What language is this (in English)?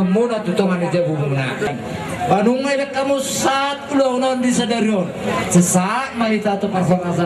Batak Toba